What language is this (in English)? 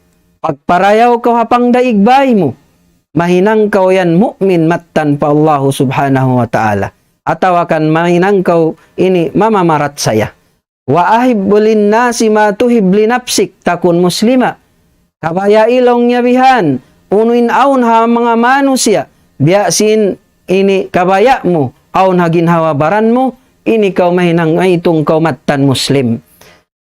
Tausug